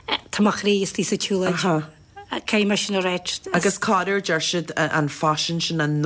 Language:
Irish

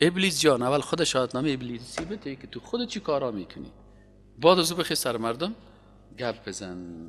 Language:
Persian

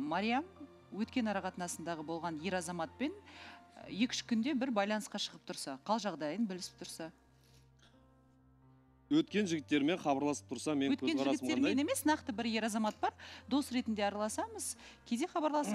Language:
Kazakh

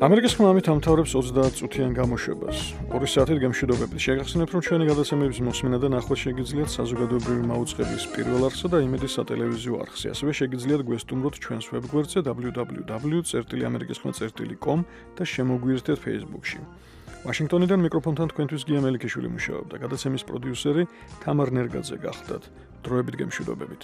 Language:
Georgian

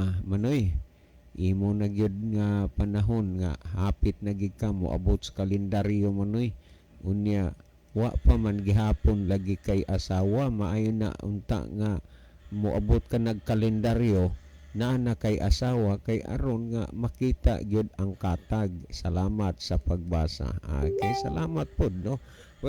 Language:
Cebuano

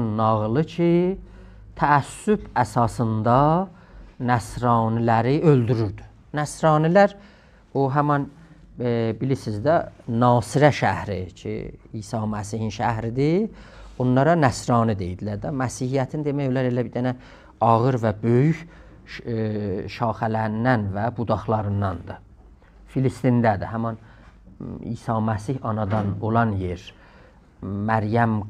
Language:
South Azerbaijani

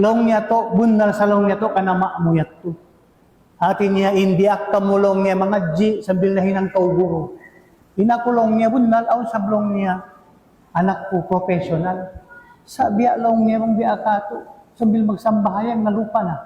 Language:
Tausug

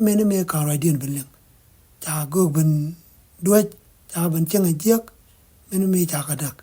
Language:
Nuer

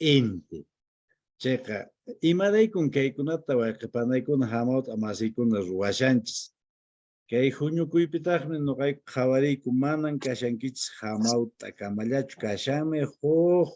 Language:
Quechua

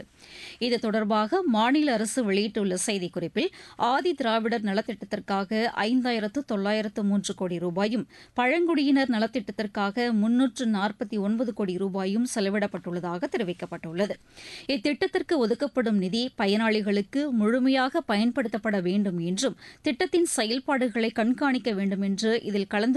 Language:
Tamil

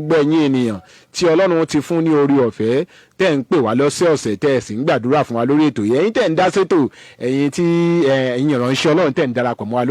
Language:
Yoruba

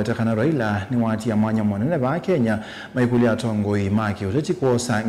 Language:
Kamba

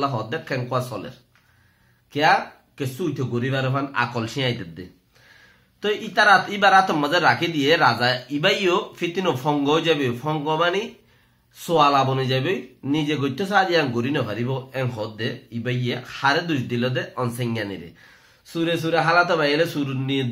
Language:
Rohingya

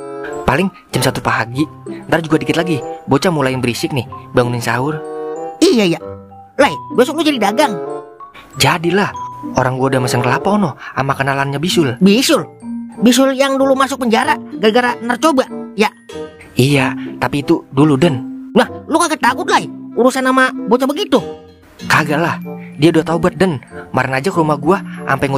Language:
Betawi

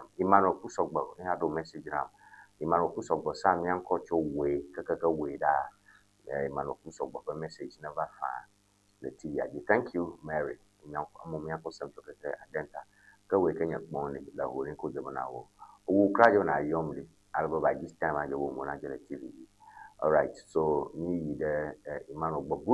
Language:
Ewe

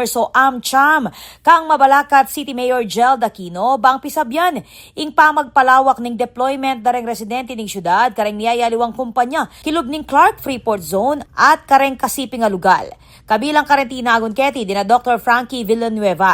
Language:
Pampanga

